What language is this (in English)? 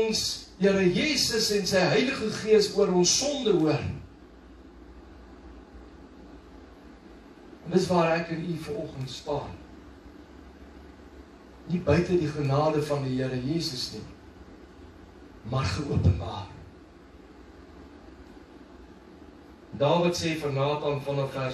Afrikaans